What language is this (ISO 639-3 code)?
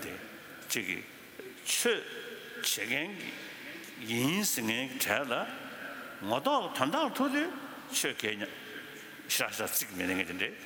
bod